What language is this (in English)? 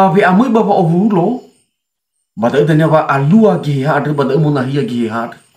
Nias